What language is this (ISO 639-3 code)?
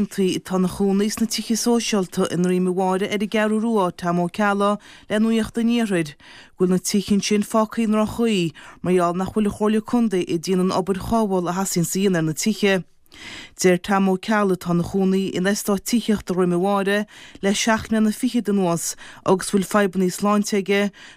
gle